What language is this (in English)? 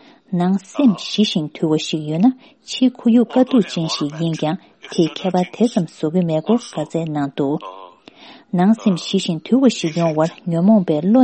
Tibetan